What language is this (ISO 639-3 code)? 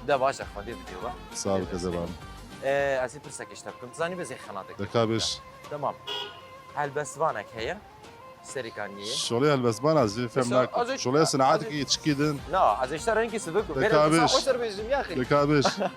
kur